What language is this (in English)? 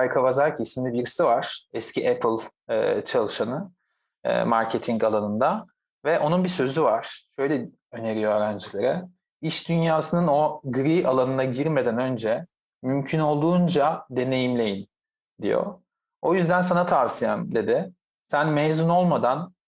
Turkish